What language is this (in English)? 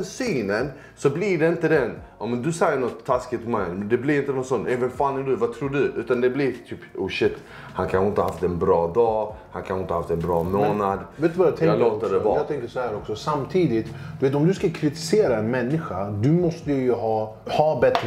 Swedish